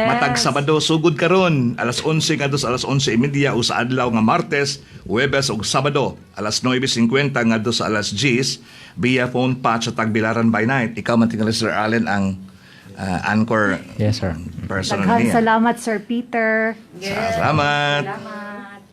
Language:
Cebuano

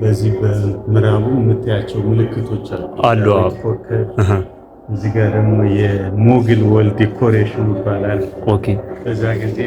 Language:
Amharic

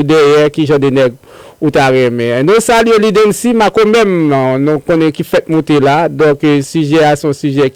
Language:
Haitian Creole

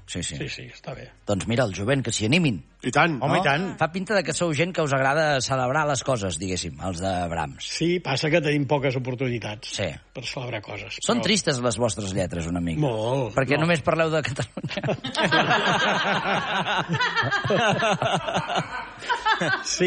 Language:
Catalan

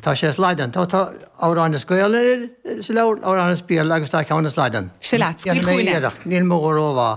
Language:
Irish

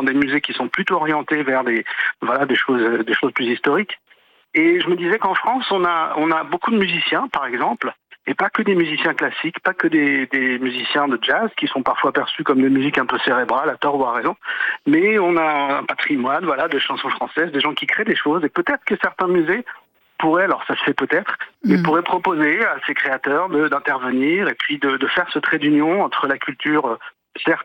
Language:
French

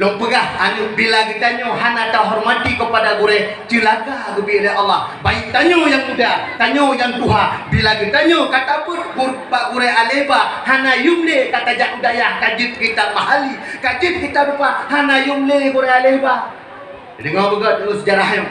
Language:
Achinese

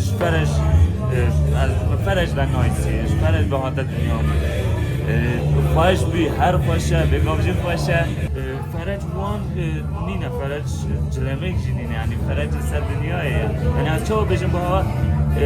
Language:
Kurdish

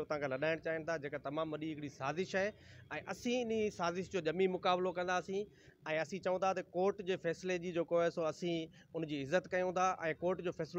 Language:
Sindhi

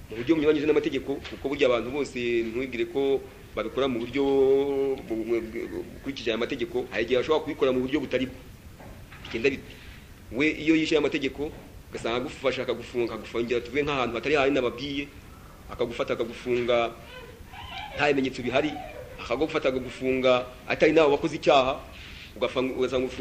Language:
Kinyarwanda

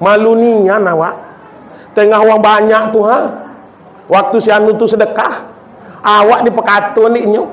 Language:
Minangkabau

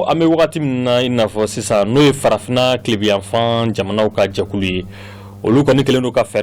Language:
Bambara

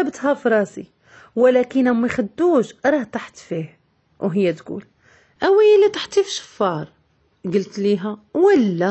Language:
Moroccan Arabic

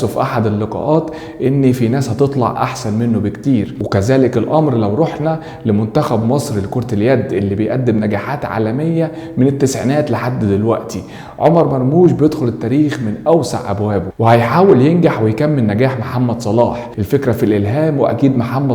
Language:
Egyptian Arabic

